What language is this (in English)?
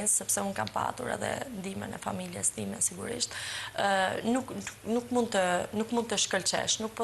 Albanian